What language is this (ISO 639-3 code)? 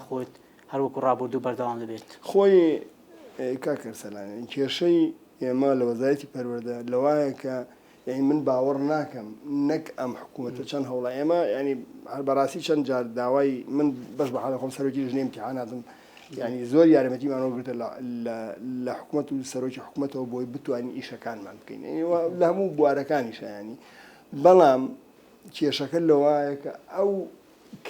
ckb